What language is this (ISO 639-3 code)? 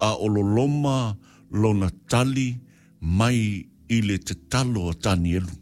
smo